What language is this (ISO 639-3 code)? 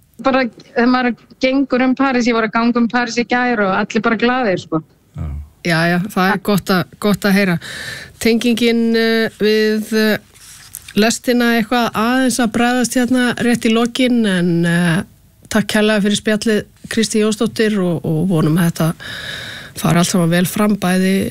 isl